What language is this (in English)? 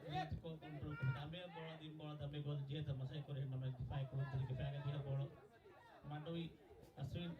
Divehi